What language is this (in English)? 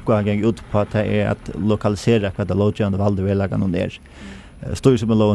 Faroese